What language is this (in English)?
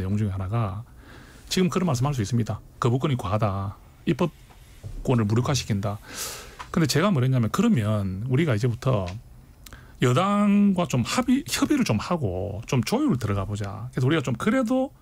Korean